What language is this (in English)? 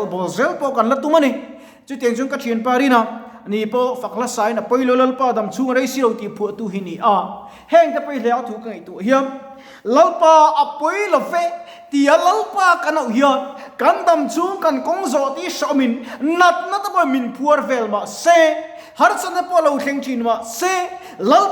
Mizo